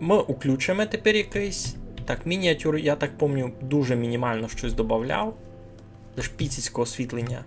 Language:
Rusyn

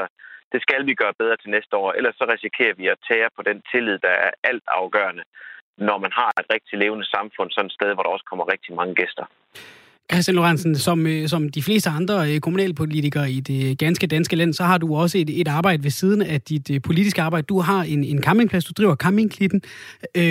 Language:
Danish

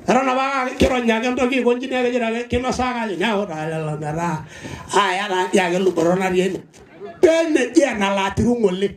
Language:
Masai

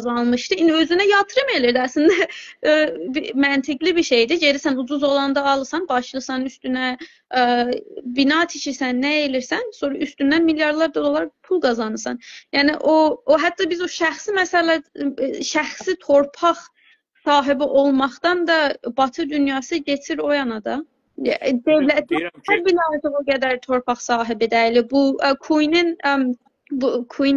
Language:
South Azerbaijani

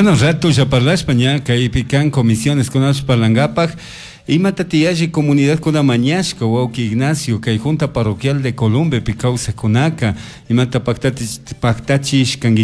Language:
Chimborazo Highland Quichua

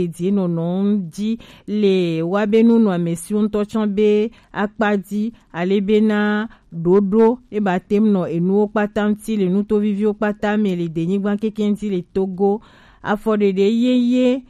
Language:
Gen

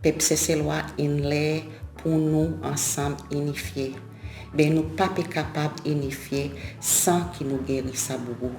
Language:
Seselwa Creole French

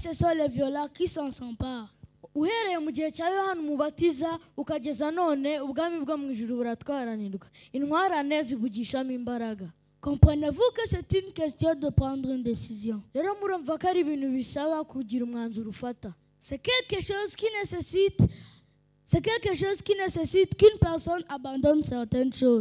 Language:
Kinyarwanda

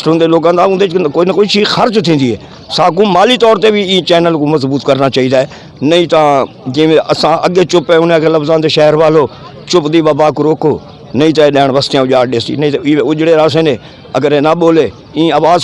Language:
Saraiki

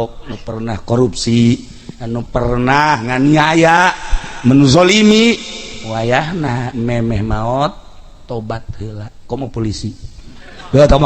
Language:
Sundanese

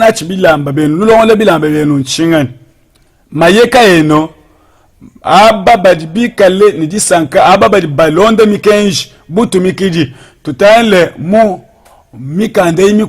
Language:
Luba-Lulua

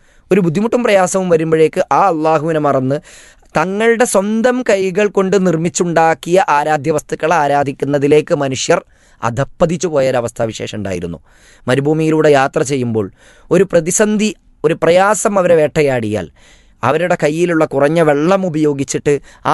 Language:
Malayalam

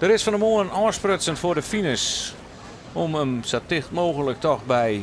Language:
Western Frisian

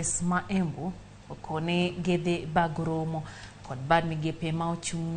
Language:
Luo (Kenya and Tanzania)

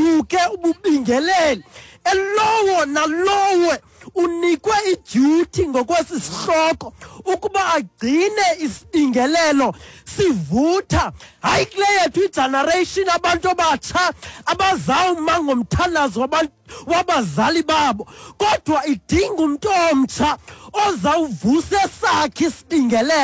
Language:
Xhosa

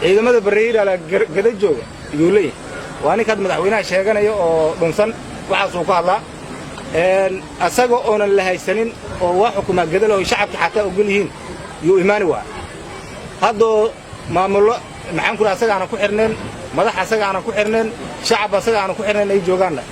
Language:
Somali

